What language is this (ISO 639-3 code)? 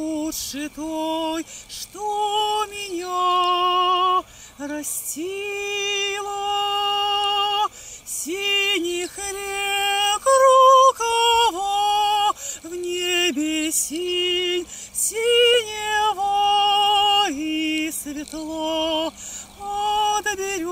rus